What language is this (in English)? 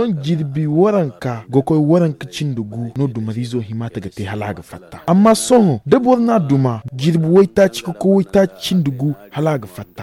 Zarma